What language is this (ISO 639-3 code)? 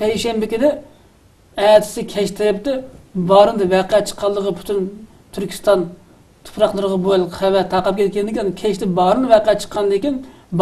uig